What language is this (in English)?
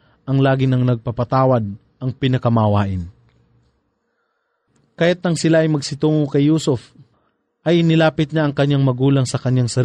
Filipino